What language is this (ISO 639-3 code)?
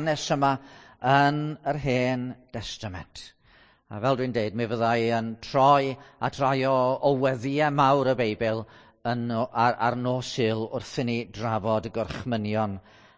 cym